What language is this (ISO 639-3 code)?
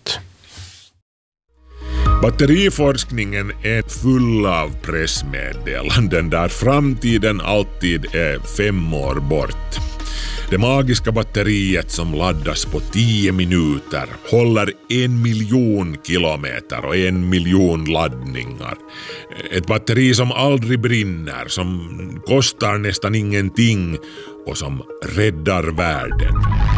swe